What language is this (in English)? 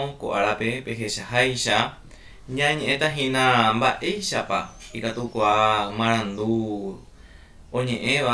Guarani